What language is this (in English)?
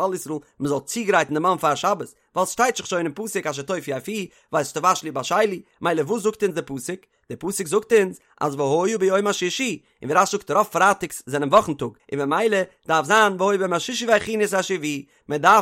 Yiddish